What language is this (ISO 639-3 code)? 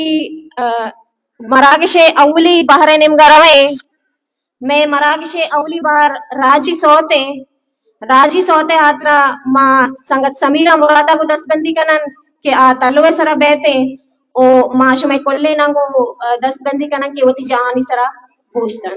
bal